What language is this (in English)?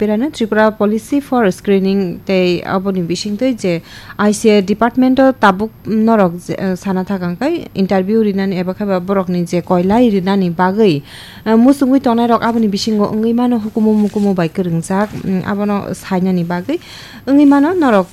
Kok Borok